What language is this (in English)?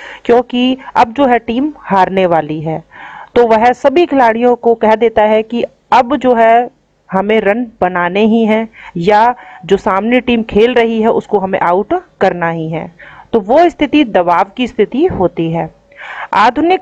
Hindi